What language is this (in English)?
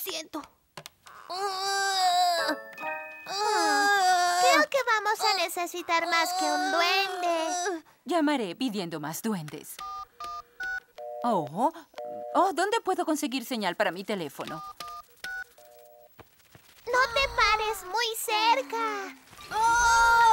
Spanish